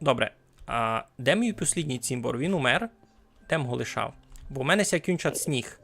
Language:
Rusyn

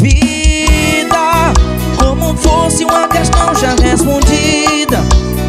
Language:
Portuguese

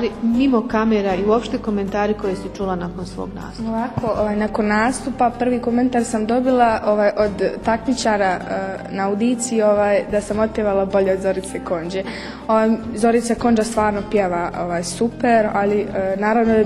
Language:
Bosnian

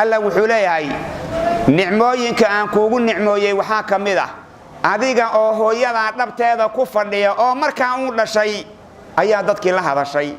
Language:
Somali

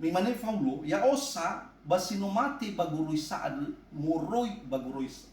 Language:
Nias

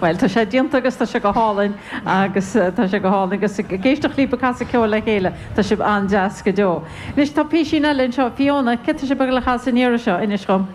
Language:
Irish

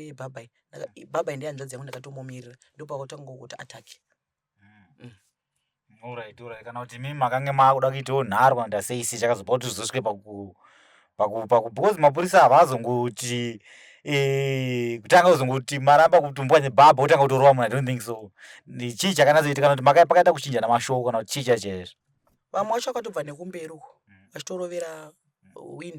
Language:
Shona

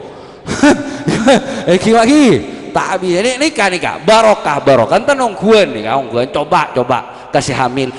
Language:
Madurese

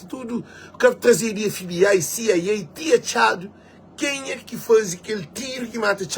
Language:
Kabuverdianu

